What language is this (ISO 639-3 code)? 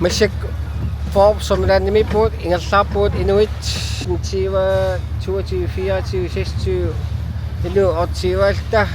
kal